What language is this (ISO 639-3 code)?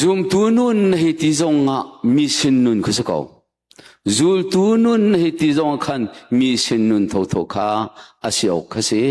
cnh